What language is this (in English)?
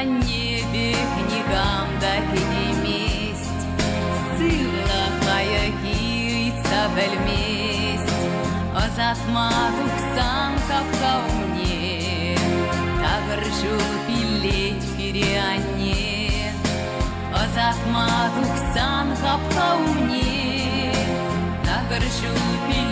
Chuvash